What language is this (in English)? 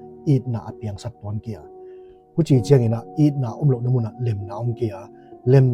Paite Chin